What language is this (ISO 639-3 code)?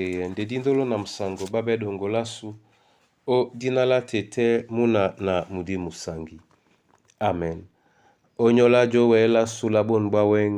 dua